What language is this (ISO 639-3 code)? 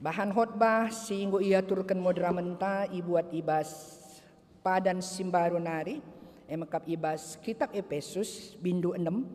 btx